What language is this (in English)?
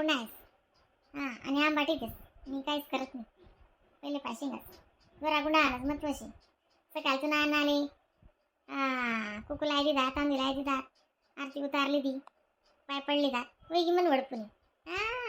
Khandesi